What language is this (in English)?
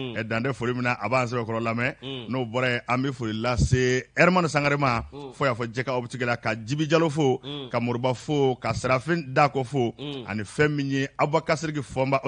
Bambara